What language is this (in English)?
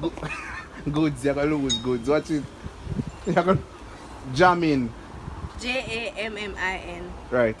Jamaican Creole English